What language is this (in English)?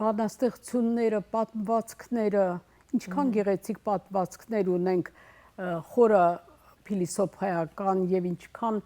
Western Armenian